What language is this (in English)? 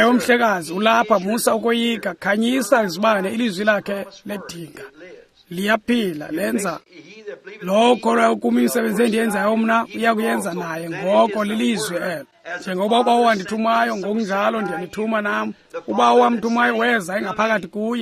Xhosa